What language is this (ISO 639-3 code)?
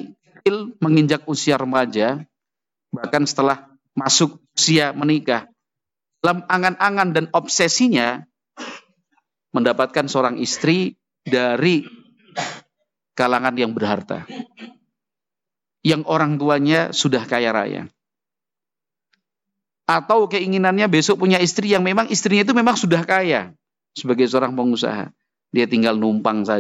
ind